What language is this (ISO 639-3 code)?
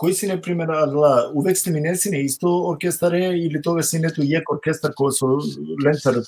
rmn